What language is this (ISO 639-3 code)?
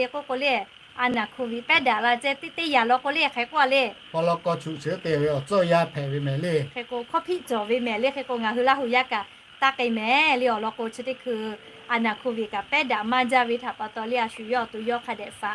lhu